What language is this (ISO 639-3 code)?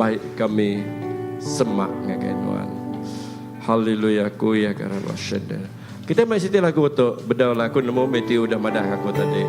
iba